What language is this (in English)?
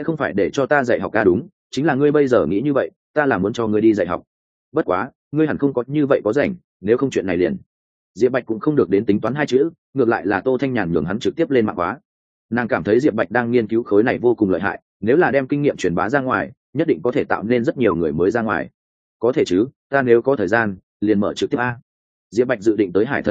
Vietnamese